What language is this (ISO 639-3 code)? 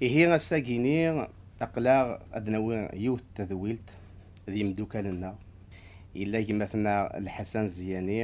kab